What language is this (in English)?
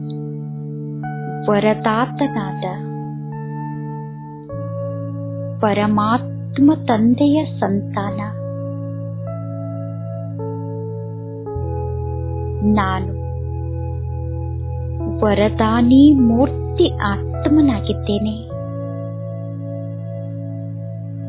Kannada